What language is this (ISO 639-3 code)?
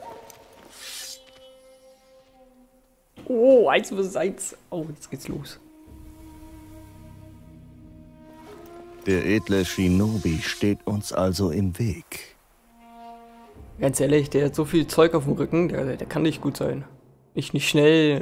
deu